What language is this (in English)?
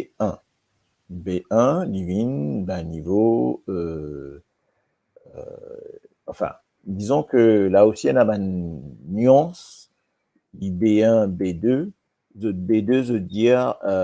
Morisyen